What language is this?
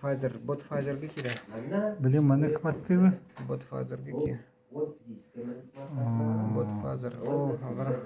Yakut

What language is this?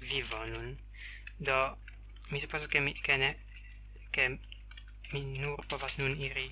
Esperanto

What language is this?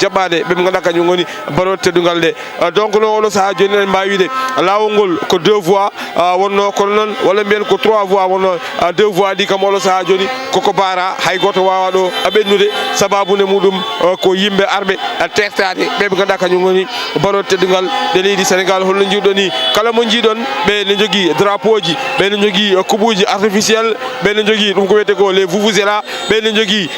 Fula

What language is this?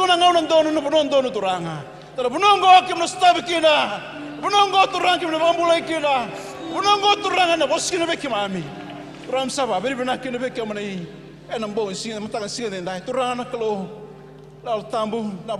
Fijian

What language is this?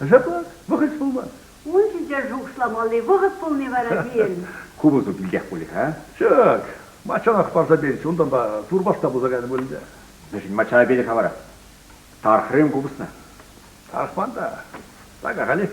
Chuvash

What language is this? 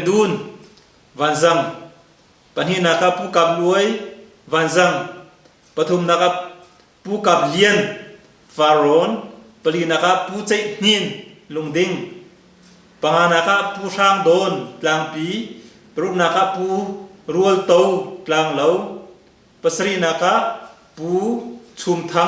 Hakha Chin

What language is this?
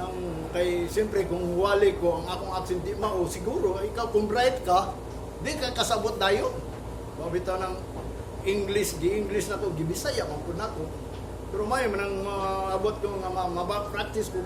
Cebuano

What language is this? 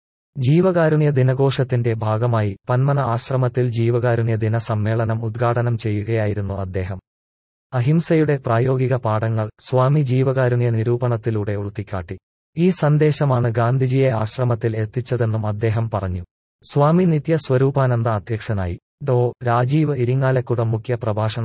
Malayalam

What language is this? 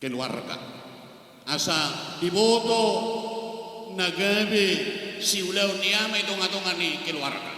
Batak Toba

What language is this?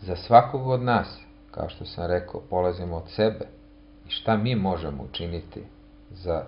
Serbian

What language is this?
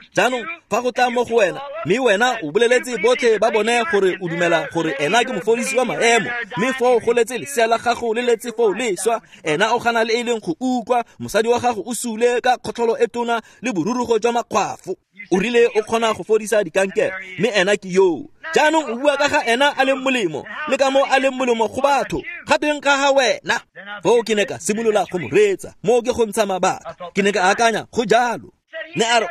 Tswana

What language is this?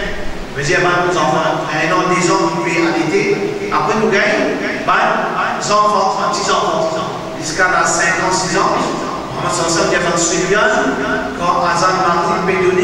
Morisyen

